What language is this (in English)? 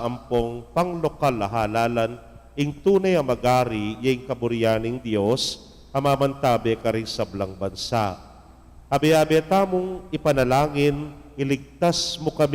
Pampanga